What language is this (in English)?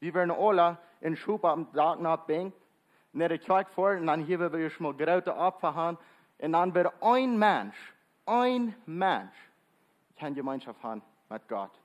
Plautdietsch